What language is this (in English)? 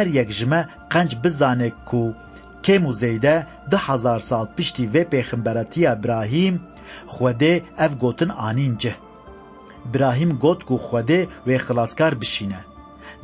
Kurdish